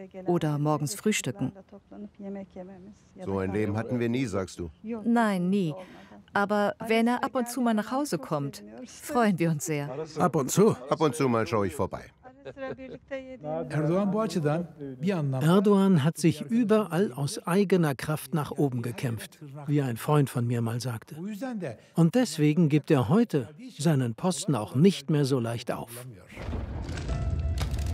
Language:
German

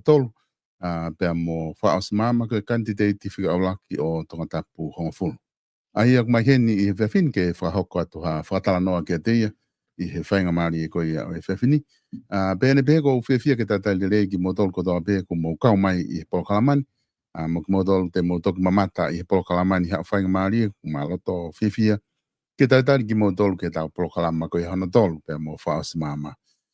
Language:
Tongan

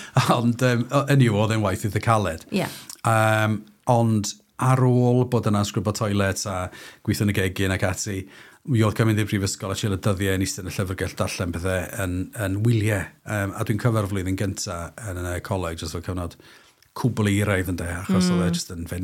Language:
Welsh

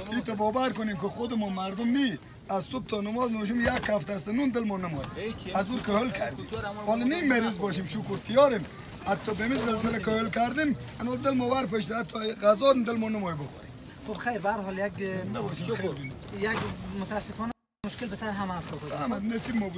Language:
Persian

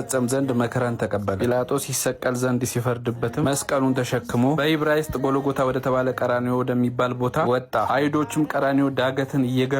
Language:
Amharic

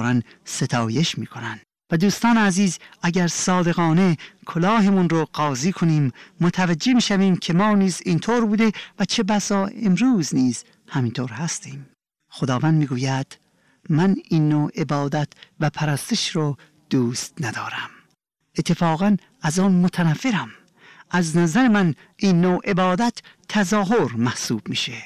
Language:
Persian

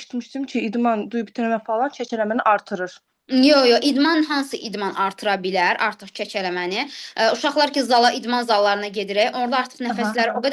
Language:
Azerbaijani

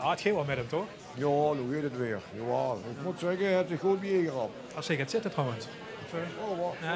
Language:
Limburgish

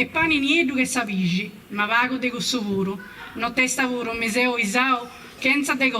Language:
Sardinian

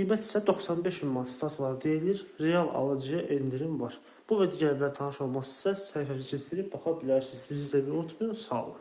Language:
Azerbaijani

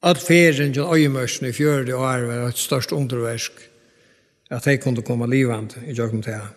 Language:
Faroese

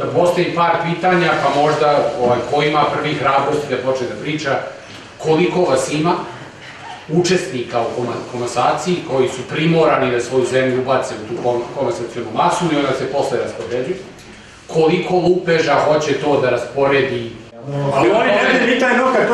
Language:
Serbian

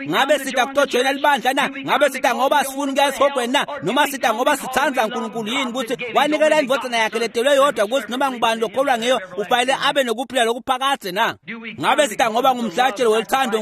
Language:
Swati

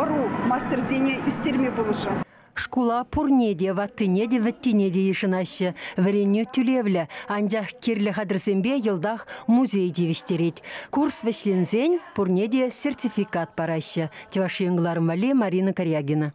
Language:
Chuvash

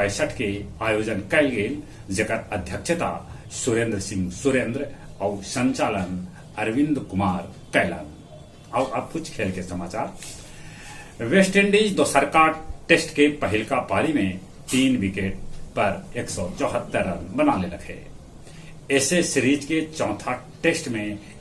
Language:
Magahi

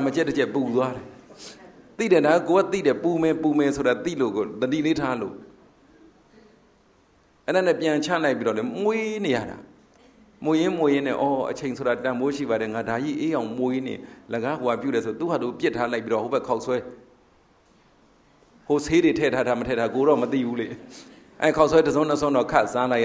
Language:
Burmese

